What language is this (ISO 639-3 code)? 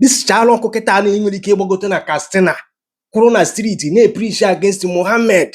ibo